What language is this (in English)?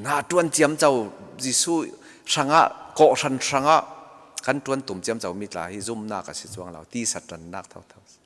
Falam Chin